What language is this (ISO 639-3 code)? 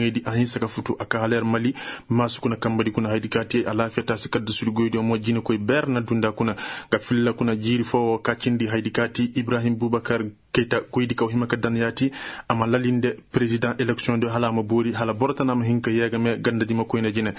ses